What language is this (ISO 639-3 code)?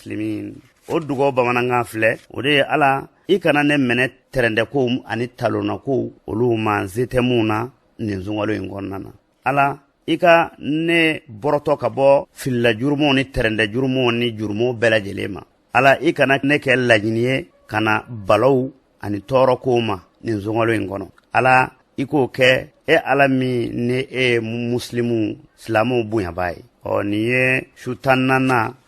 bam